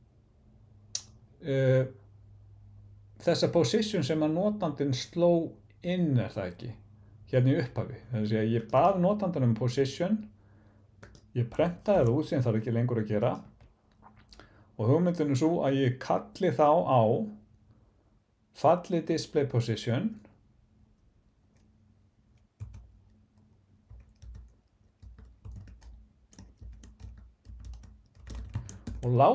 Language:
Icelandic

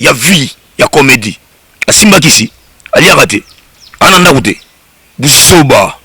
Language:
Lingala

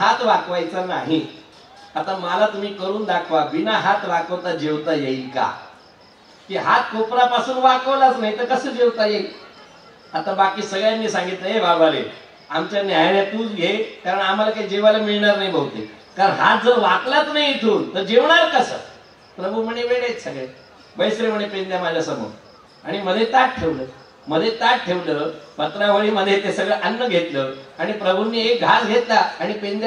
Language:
Marathi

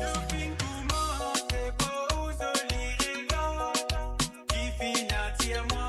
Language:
Morisyen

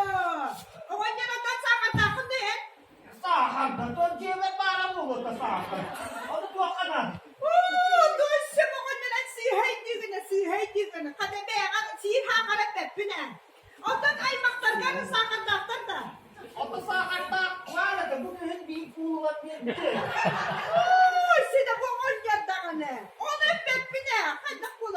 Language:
Yakut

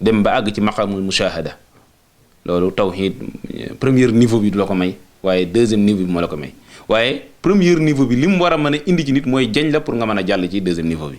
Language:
Wolof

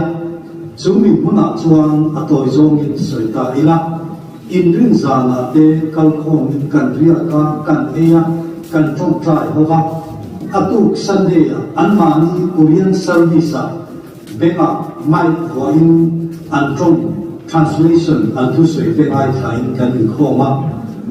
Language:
Mizo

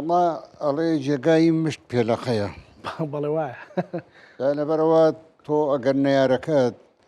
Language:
Central Kurdish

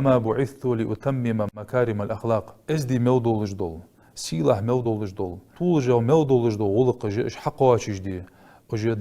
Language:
Ingush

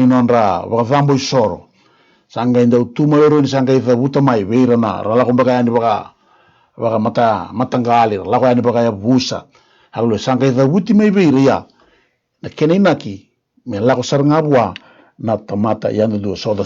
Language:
Fijian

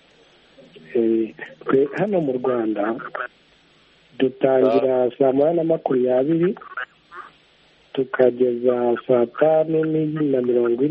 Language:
Kinyarwanda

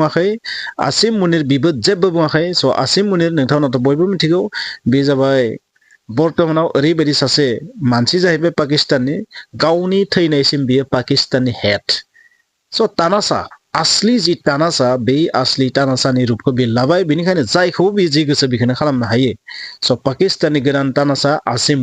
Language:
Bodo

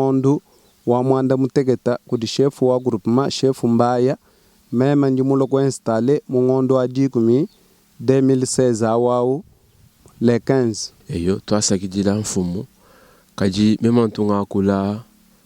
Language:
Luba-Lulua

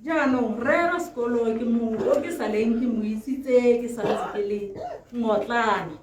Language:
Tswana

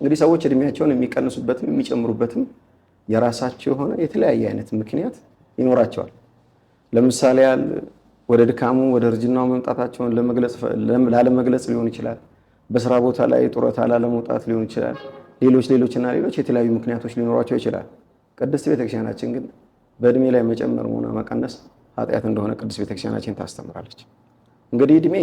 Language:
Amharic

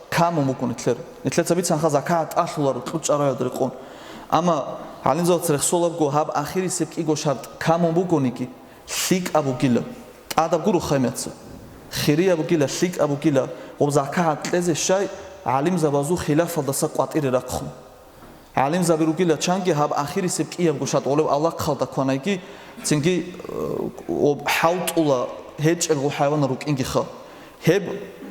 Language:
Avaric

